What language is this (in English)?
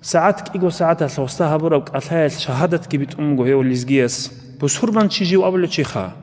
Avaric